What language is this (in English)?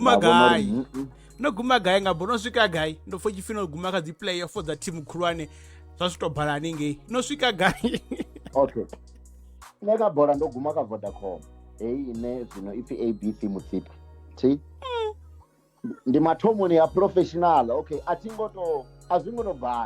Venda